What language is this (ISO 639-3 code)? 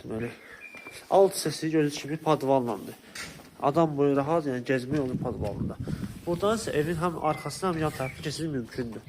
aze